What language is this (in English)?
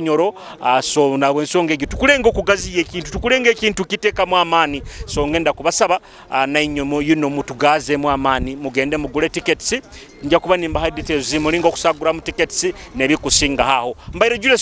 Nyoro